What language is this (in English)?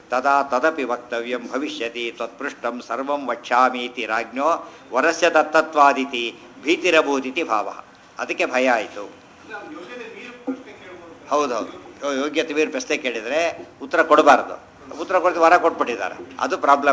Kannada